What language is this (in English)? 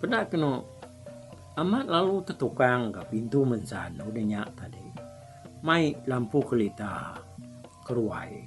Iban